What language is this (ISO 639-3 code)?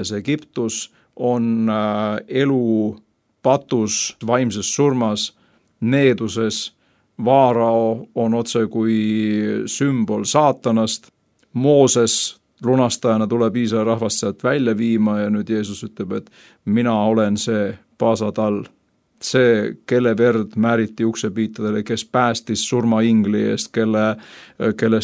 est